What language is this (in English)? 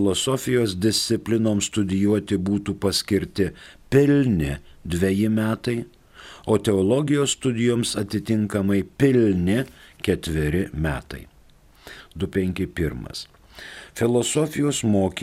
Lithuanian